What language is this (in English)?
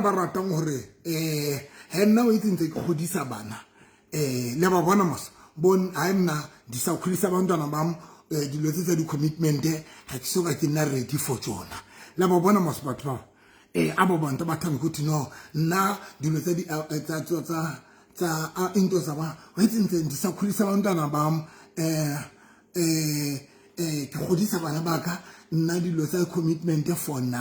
Southern Sotho